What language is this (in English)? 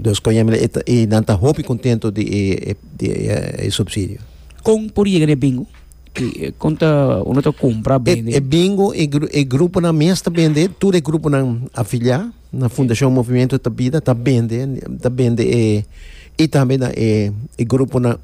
Papiamento